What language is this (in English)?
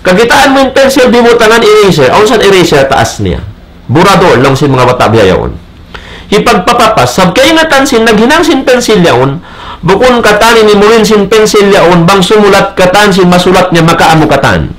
Tausug